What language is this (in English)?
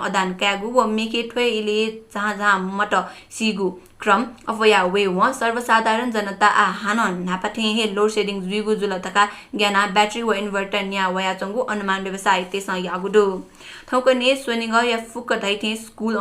Newari